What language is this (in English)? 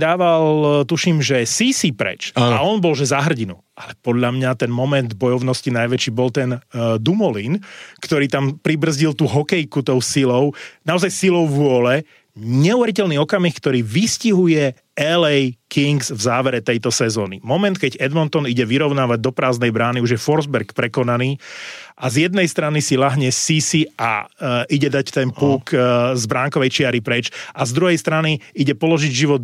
Slovak